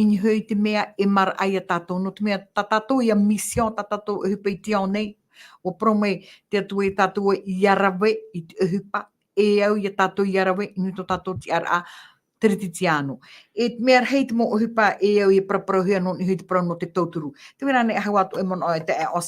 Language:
Tahitian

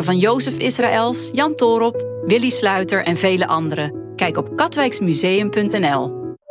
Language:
Dutch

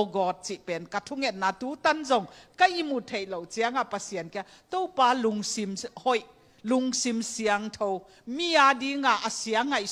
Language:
Tedim Chin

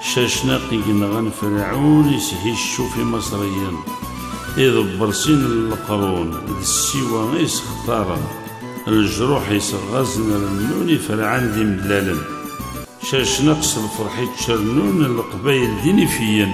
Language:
Kabyle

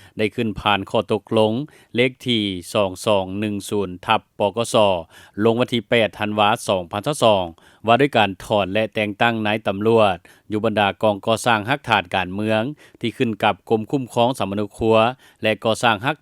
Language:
Lao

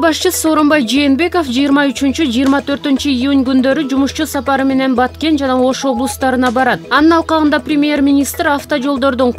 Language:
Kyrgyz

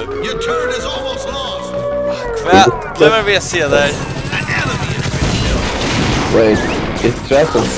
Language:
Faroese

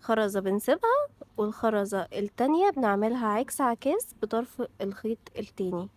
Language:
Egyptian Arabic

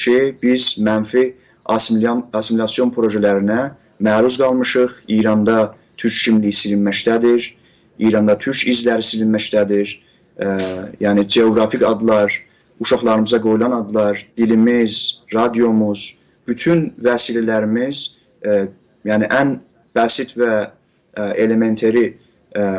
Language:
South Azerbaijani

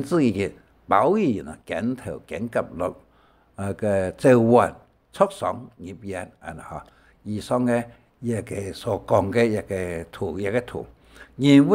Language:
Hakka Chinese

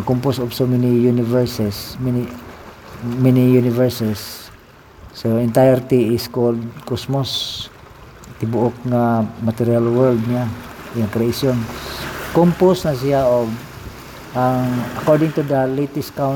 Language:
Cebuano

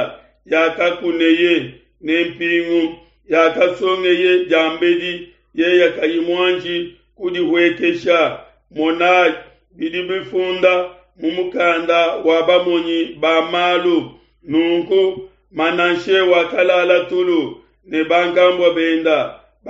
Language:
Luba-Lulua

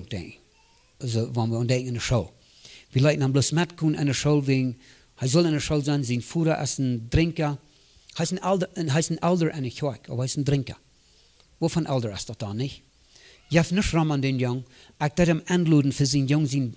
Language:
Plautdietsch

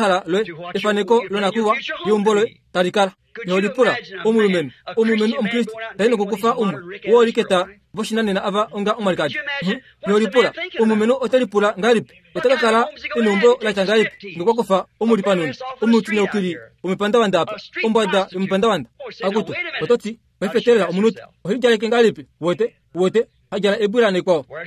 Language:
Kuanyama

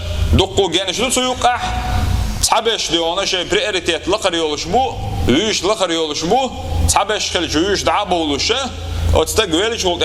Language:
Chechen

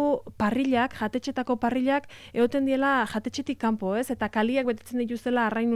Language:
Basque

